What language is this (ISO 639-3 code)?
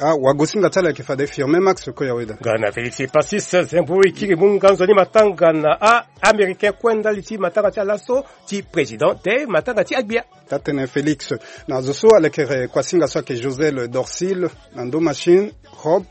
sag